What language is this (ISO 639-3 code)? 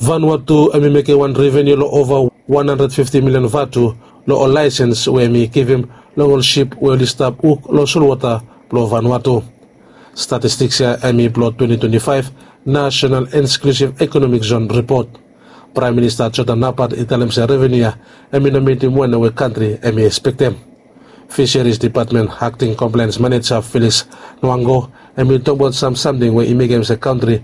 bis